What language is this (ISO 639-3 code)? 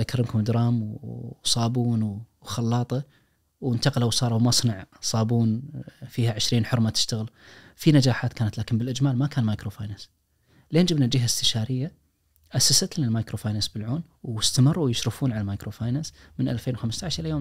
ars